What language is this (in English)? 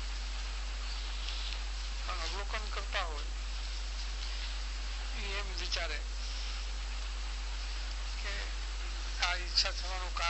Gujarati